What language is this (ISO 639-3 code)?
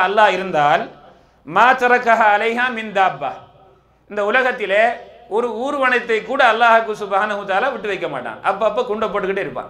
tam